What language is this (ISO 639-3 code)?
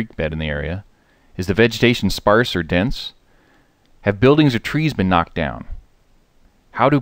eng